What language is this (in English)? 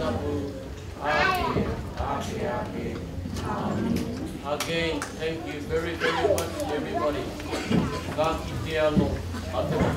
Māori